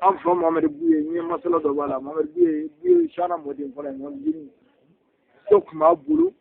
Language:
Bambara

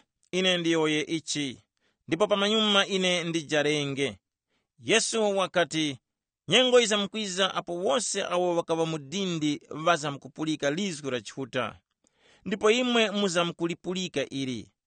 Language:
Tumbuka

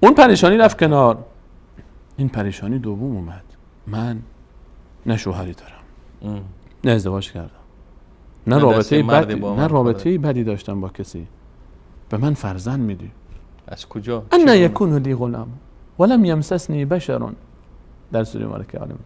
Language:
Persian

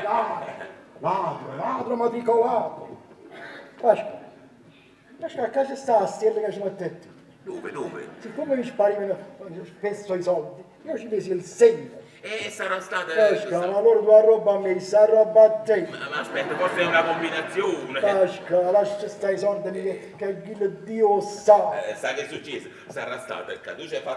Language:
Neapolitan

